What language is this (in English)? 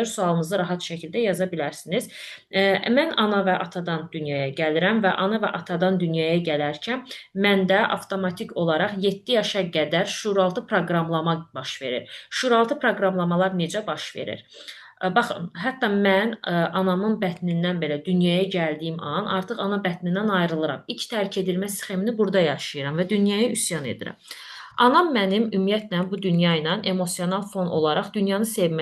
Azerbaijani